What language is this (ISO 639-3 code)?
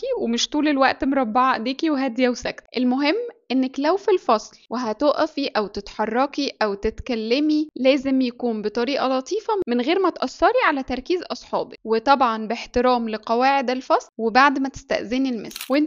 arz